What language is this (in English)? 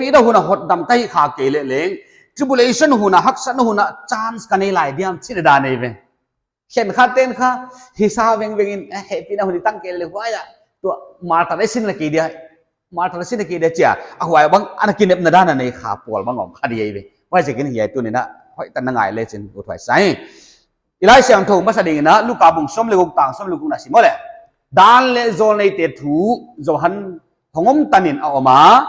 Paite Chin